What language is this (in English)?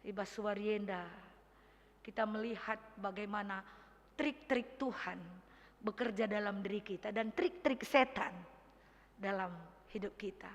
Batak Karo